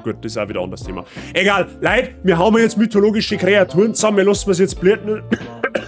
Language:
Bavarian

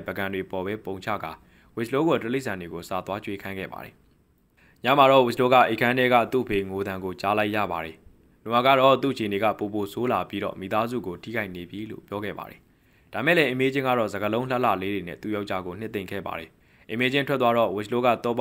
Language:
Burmese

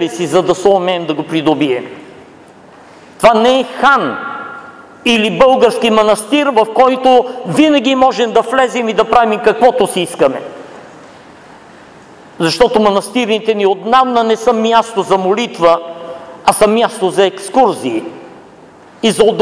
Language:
Bulgarian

